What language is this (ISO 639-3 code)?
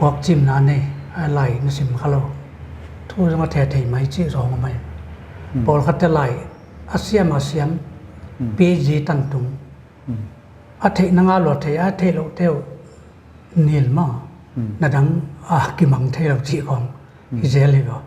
pck